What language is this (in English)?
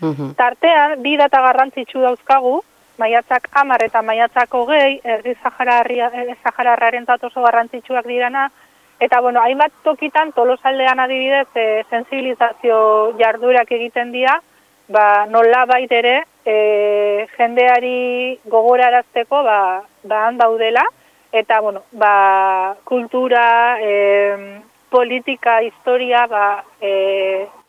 Basque